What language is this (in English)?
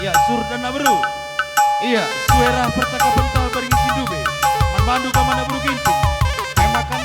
Batak Karo